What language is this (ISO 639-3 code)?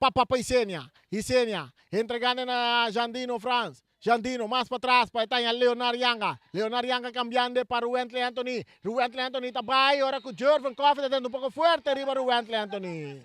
pap